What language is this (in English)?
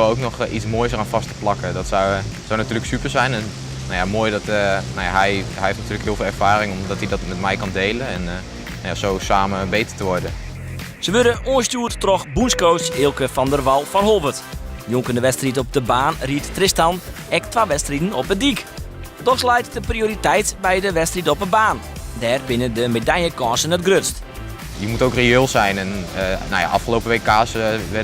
Western Frisian